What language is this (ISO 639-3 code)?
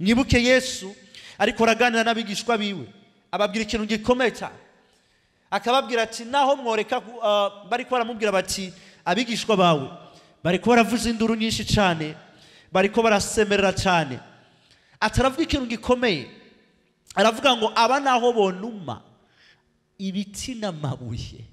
run